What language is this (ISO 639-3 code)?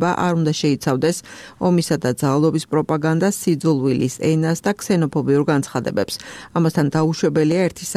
kat